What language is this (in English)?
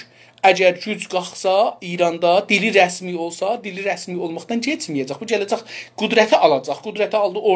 South Azerbaijani